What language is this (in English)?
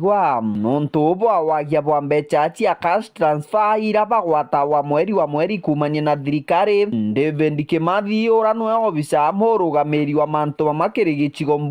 Meru